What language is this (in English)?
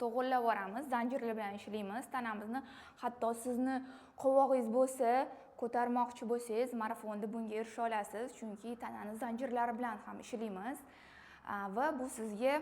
Uzbek